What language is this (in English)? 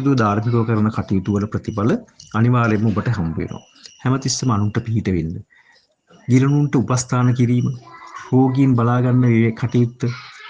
Sinhala